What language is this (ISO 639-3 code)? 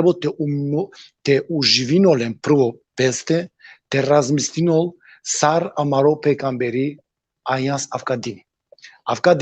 rmn